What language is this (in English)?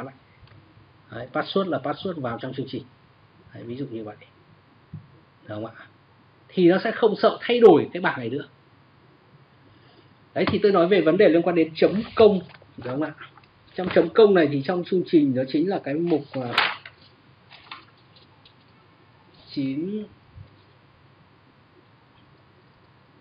Vietnamese